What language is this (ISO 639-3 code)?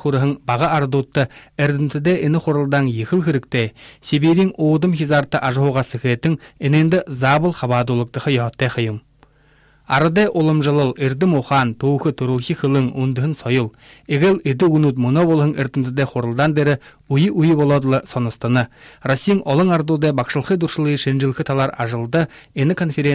bua